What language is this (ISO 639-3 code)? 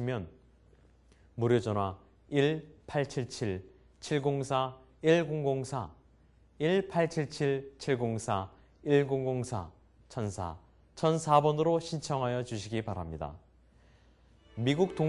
kor